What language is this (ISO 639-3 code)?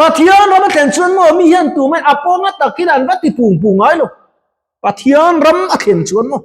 lus